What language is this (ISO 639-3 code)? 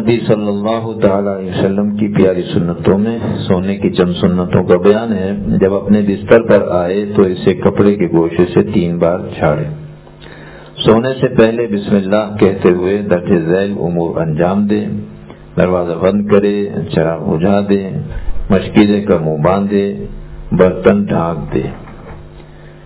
urd